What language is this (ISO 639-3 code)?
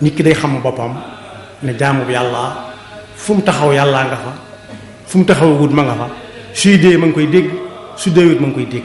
wol